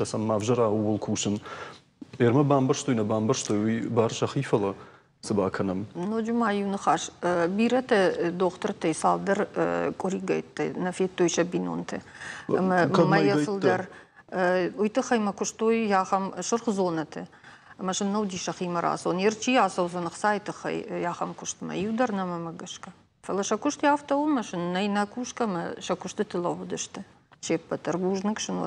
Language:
Ossetic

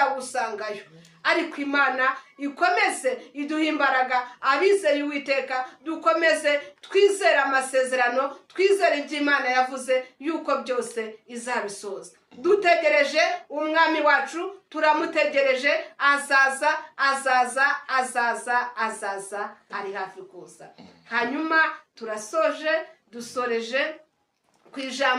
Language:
Kinyarwanda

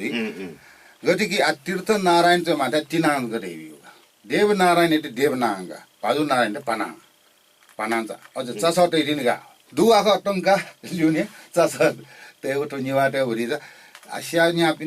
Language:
Newari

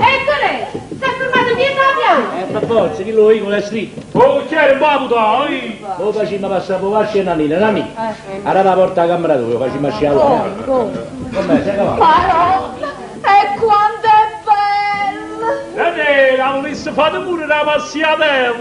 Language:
Neapolitan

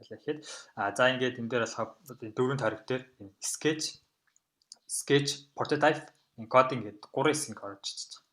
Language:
Mongolian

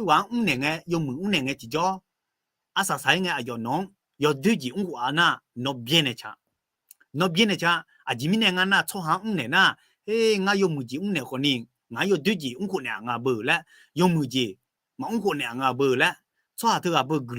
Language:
Akha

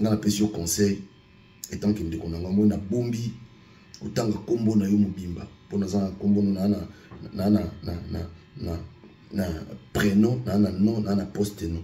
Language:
Lingala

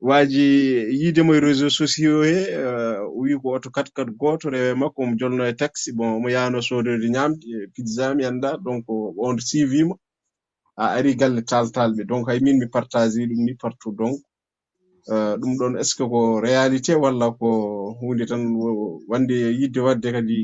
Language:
Fula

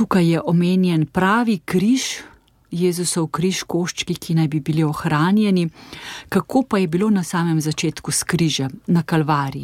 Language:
Slovenian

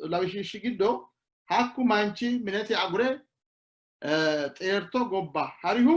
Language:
Sidamo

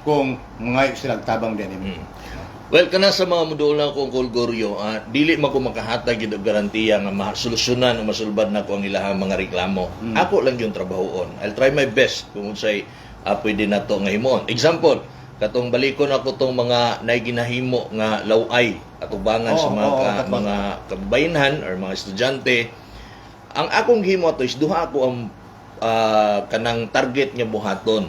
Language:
Cebuano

